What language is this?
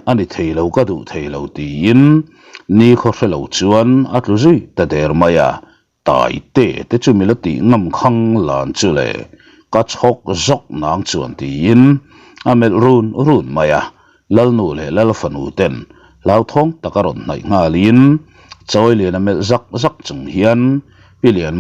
Mizo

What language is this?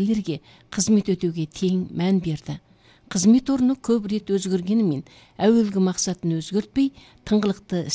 Kazakh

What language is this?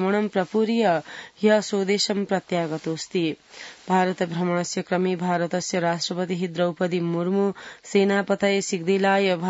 Sanskrit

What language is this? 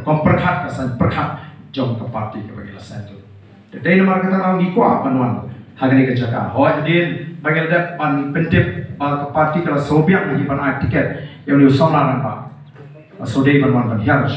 Khasi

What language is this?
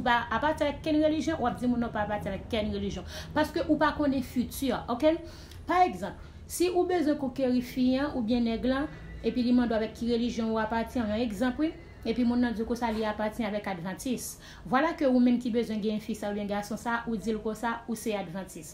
Haitian Creole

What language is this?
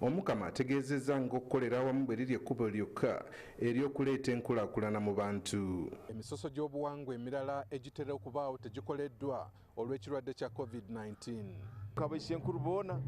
Ganda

